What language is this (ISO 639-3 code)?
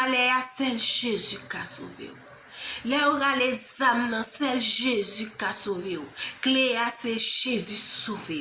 hat